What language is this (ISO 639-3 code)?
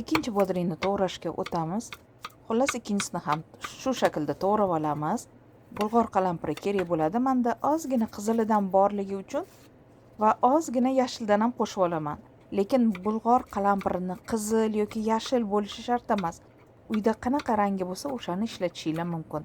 uzb